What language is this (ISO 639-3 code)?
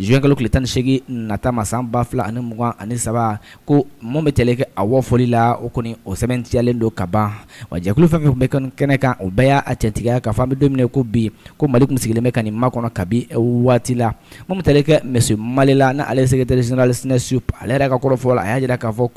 bam